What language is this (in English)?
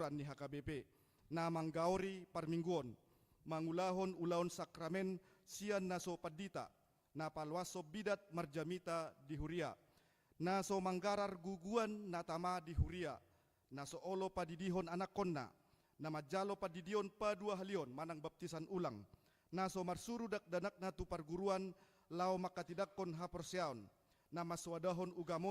Batak Toba